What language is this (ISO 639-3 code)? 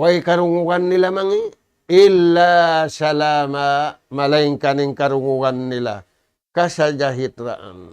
tsg